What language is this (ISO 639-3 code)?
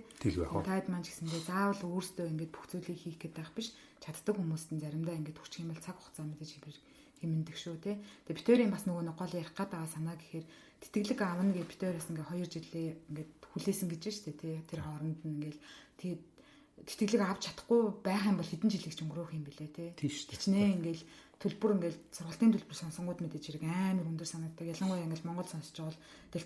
mon